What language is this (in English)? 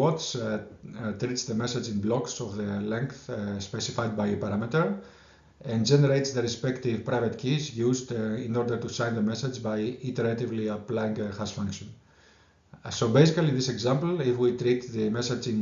English